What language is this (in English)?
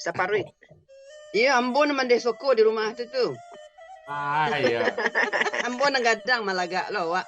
Minangkabau